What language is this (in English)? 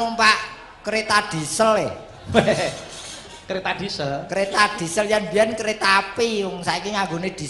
Javanese